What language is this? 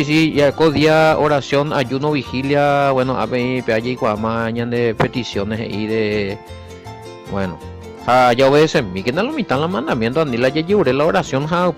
Guarani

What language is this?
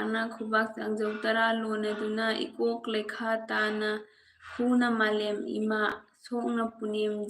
Manipuri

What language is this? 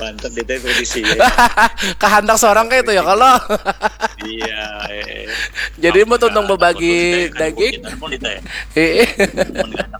Banjar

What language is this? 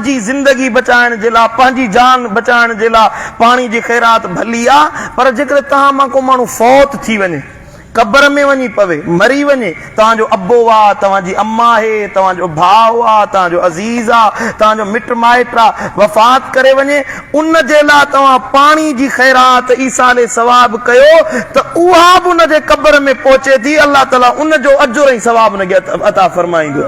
Sindhi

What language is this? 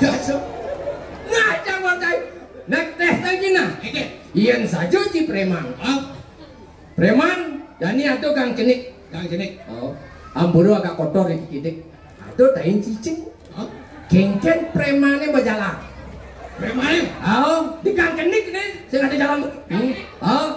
Balinese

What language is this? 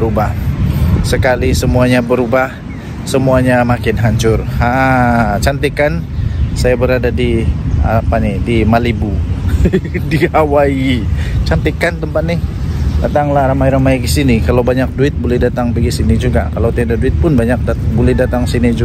Malay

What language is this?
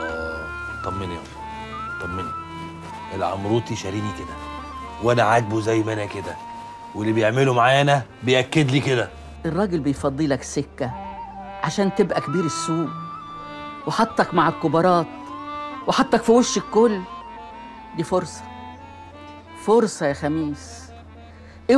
Egyptian Arabic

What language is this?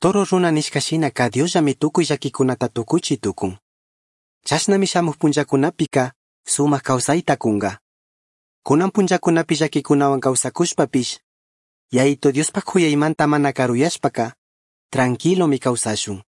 Chimborazo Highland Quichua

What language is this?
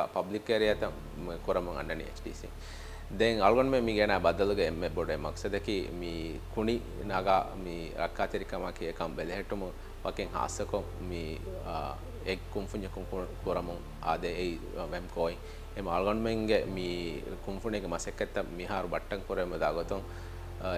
Divehi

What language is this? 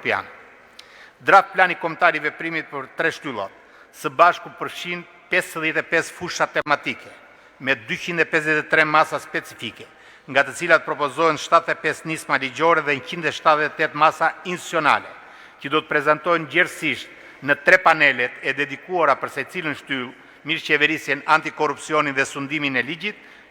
Albanian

